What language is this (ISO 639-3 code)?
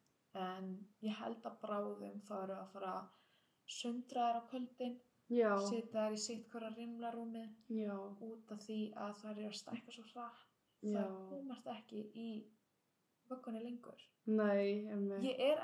isl